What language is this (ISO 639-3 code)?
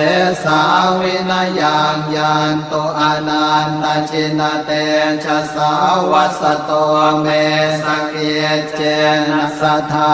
pli